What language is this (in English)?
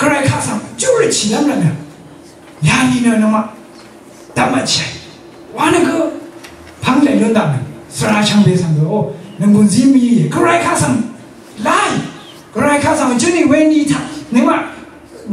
Rawang